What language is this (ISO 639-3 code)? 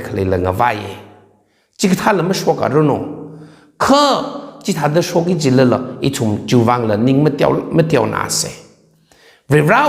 nmf